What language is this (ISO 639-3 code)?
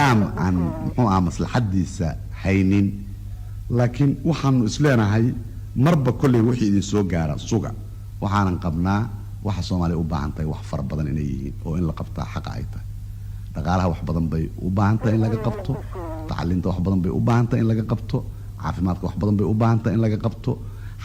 som